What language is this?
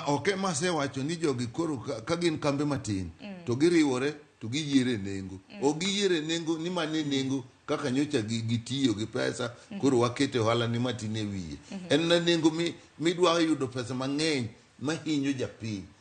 Luo (Kenya and Tanzania)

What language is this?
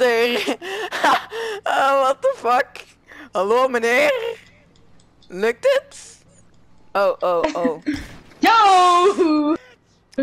Dutch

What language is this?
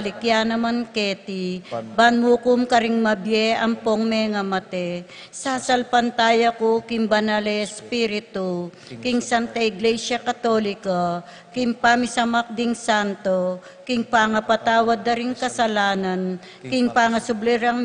Pampanga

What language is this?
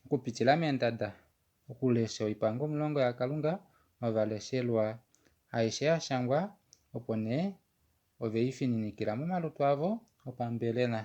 Kuanyama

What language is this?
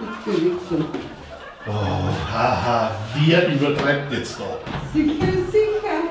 Bavarian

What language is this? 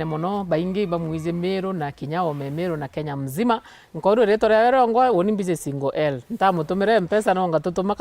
Meru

